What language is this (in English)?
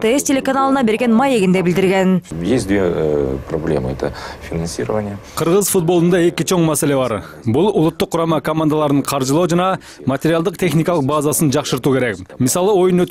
Kyrgyz